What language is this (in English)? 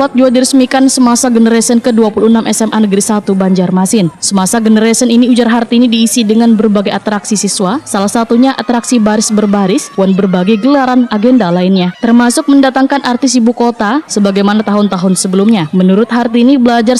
Banjar